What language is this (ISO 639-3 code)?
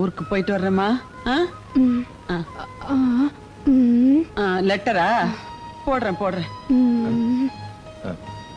tam